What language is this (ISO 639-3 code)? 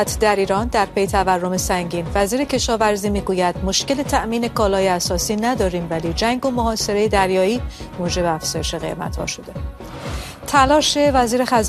fas